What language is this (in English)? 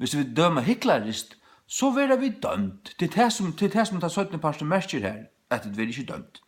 Faroese